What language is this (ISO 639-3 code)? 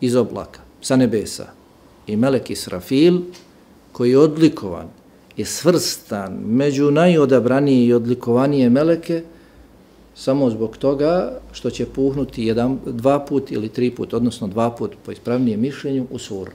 bos